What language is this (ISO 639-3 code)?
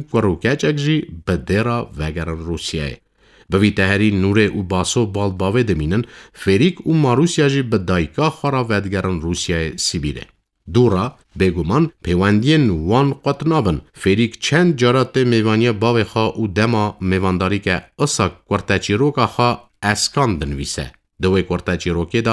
kur